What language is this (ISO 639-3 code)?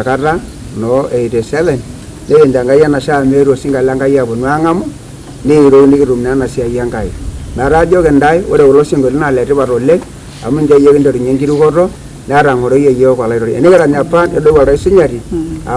mas